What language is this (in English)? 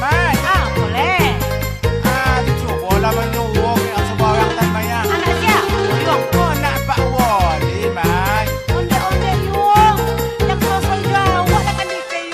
Minangkabau